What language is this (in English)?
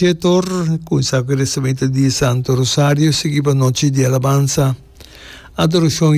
Papiamento